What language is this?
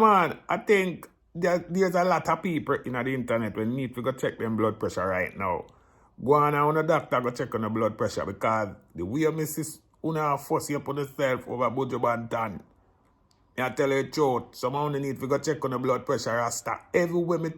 Jamaican Creole English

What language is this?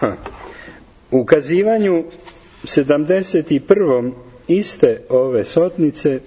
Serbian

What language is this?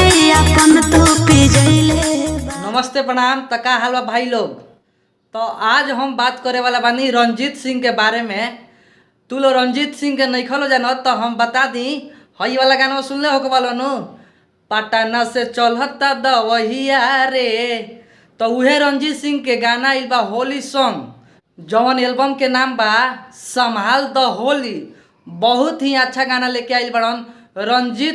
Bhojpuri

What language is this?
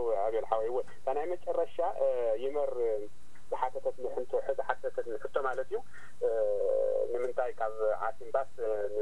Tigrinya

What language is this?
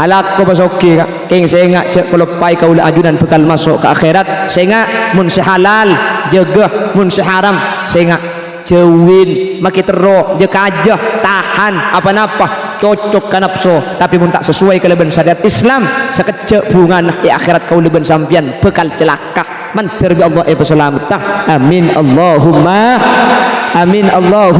Madurese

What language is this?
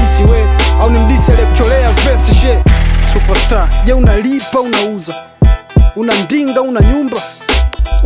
Swahili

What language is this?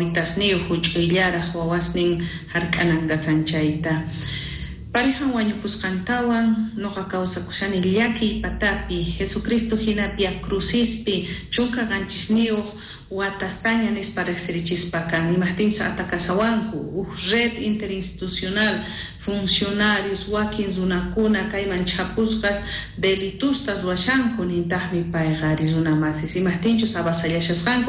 South Bolivian Quechua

